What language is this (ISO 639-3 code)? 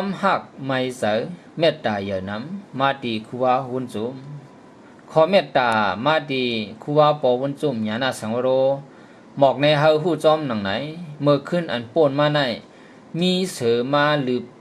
shn